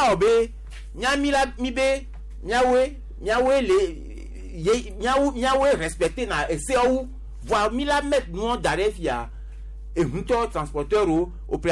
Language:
Gen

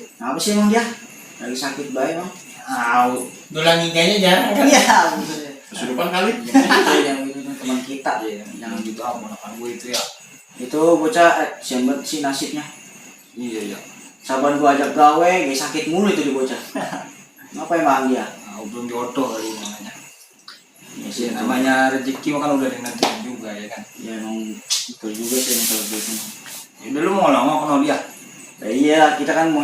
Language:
Betawi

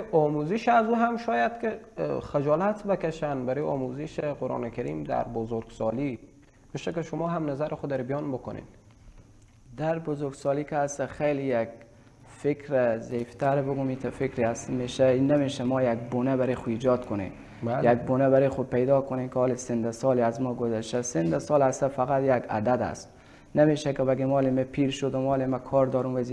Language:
Persian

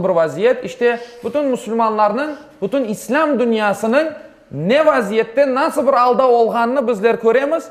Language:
Crimean Tatar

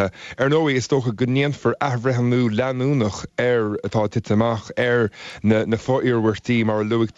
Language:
Irish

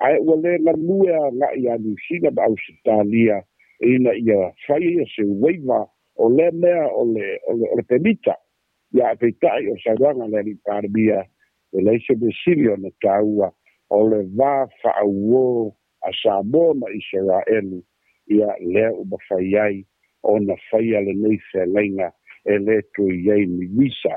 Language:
Samoan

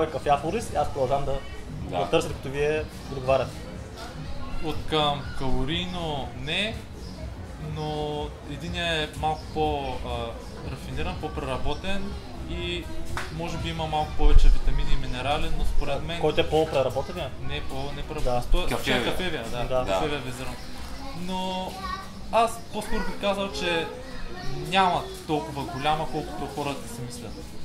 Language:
Bulgarian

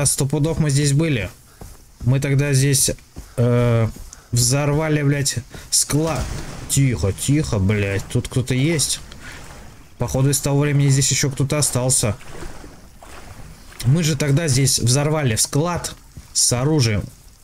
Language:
Russian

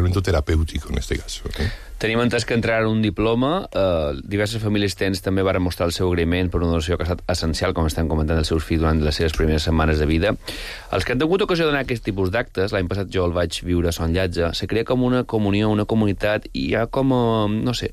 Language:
Catalan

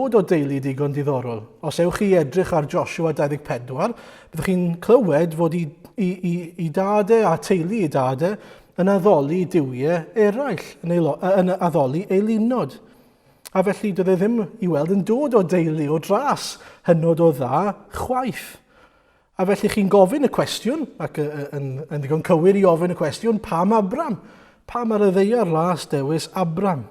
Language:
Welsh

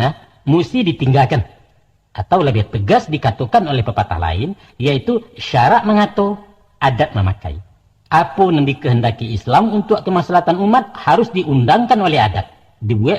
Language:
Minangkabau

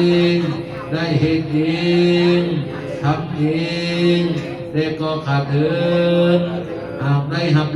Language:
Pali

